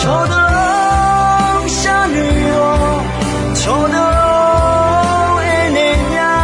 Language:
Akha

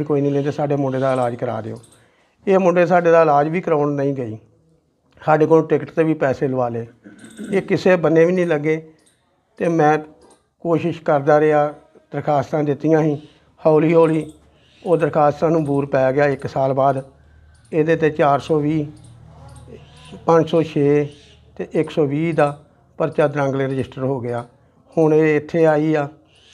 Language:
Punjabi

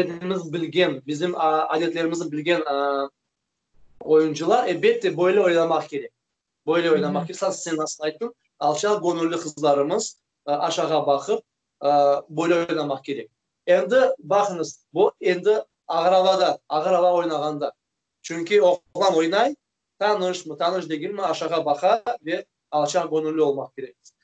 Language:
Crimean Tatar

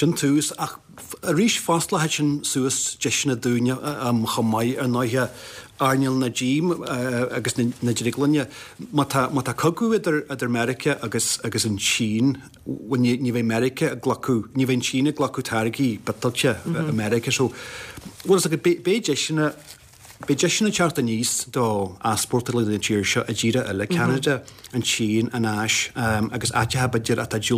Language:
Irish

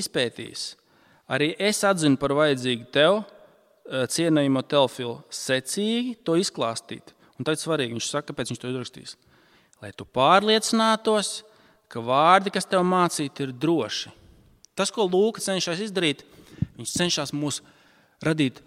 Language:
Latvian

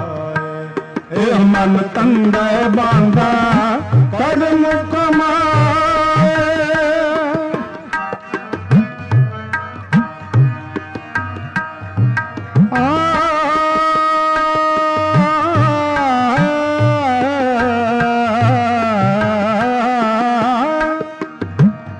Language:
Punjabi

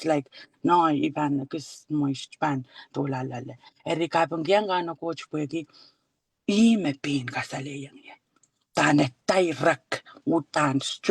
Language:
Pohnpeian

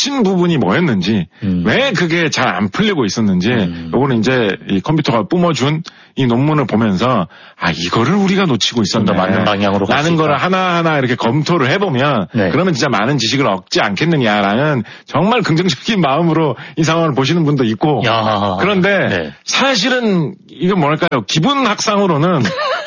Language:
Korean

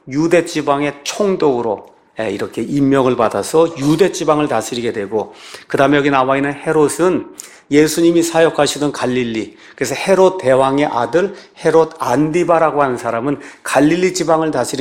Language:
Korean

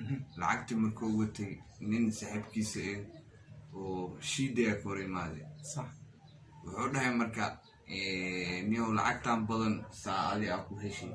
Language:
Somali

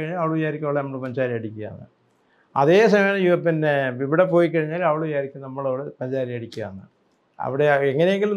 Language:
Malayalam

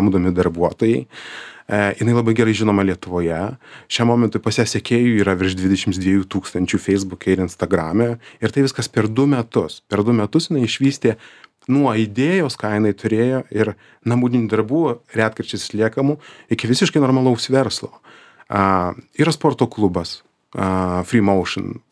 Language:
Lithuanian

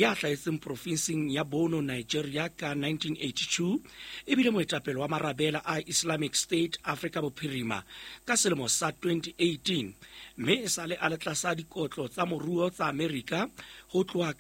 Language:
Southern Sotho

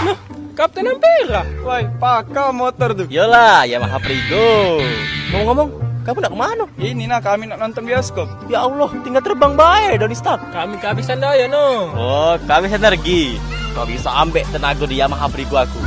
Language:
Musi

